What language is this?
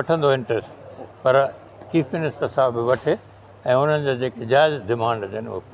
Sindhi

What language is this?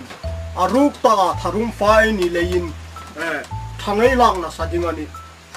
Hmar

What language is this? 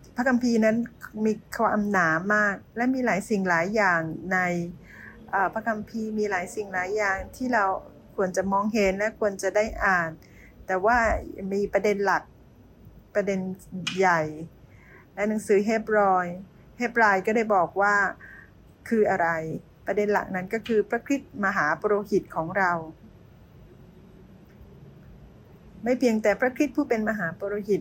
Thai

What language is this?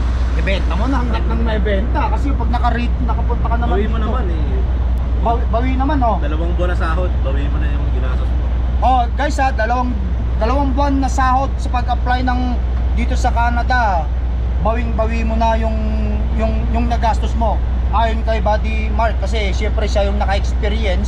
Filipino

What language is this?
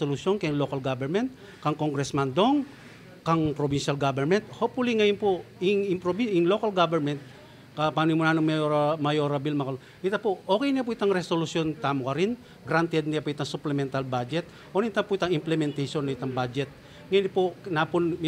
Pampanga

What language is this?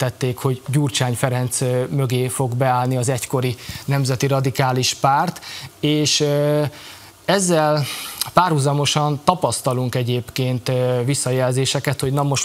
Hungarian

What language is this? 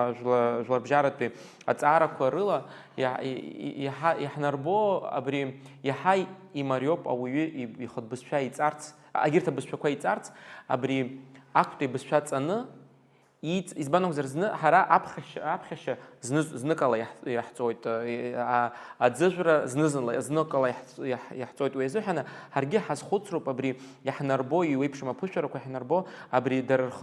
Abkhazian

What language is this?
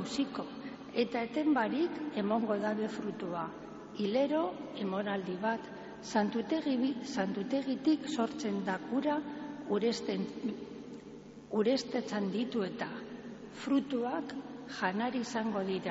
Basque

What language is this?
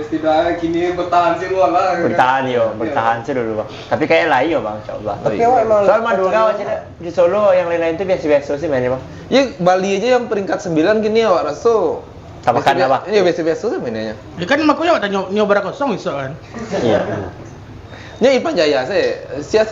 Minangkabau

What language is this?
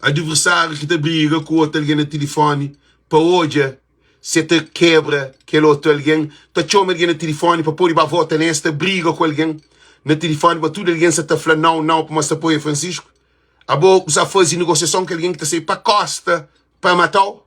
Kabuverdianu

